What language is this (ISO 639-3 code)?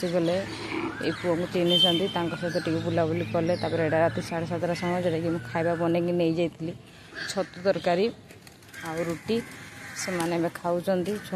ori